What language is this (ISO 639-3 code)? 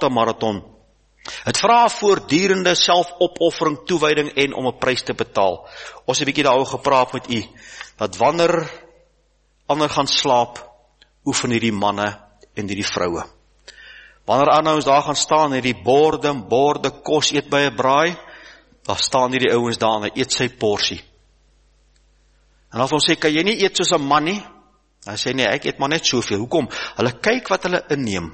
afr